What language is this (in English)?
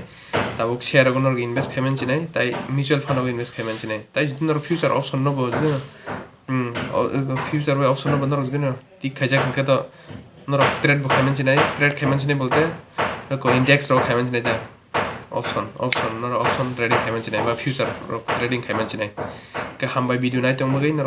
Kok Borok